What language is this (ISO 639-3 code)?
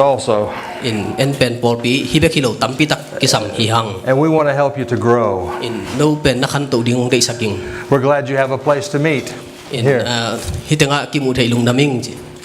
ctd